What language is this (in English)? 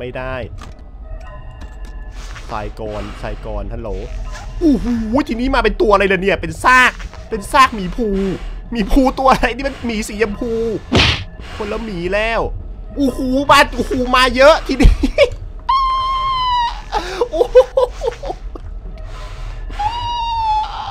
Thai